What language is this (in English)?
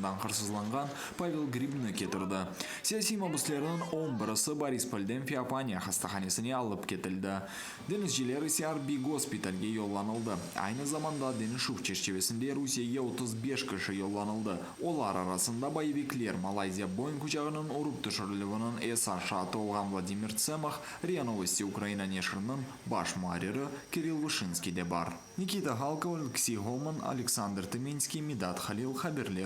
Crimean Tatar